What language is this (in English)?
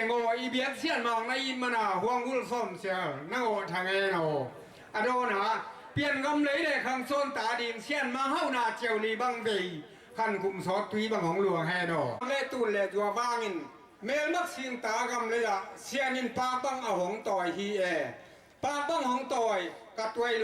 Tedim Chin